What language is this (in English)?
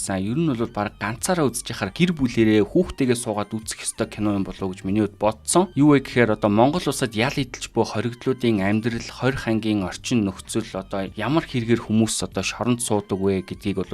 Mongolian